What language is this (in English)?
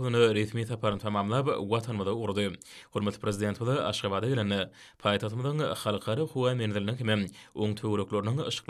Turkmen